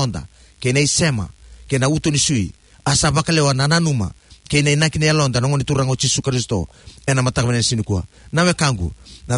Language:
Fijian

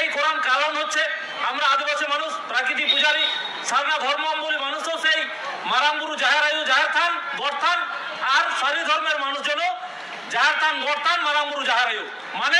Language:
Santali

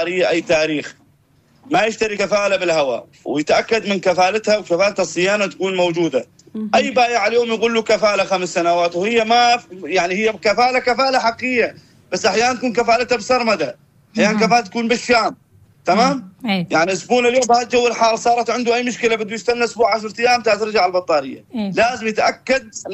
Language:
North Levantine Arabic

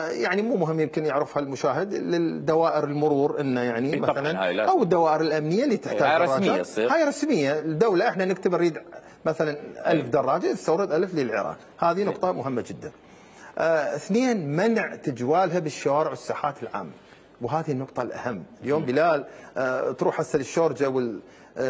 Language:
Mesopotamian Arabic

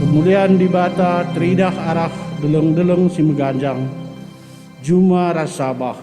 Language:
Batak Karo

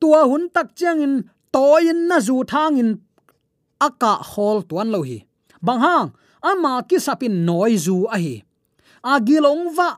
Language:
Tedim Chin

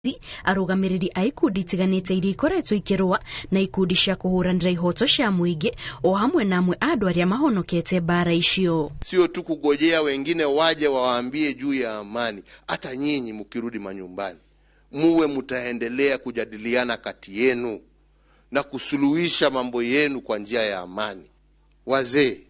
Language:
Kikuyu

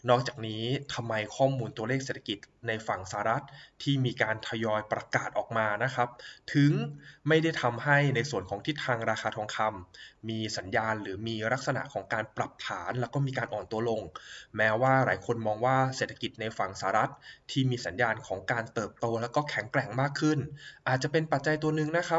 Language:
Thai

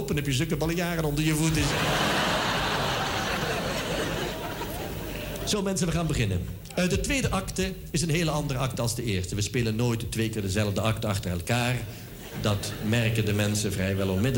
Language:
Dutch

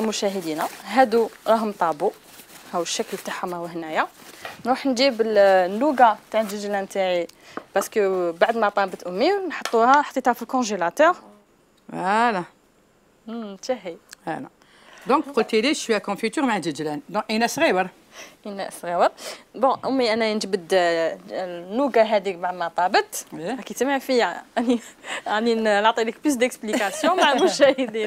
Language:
Algerian Arabic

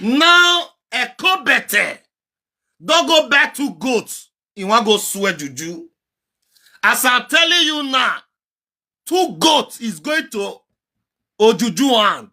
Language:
Nigerian Pidgin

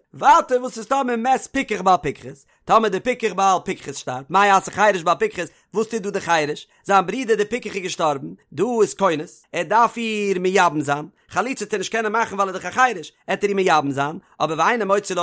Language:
Yiddish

